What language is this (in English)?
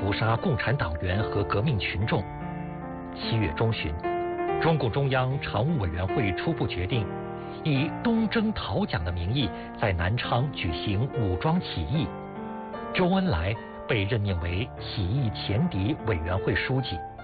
Chinese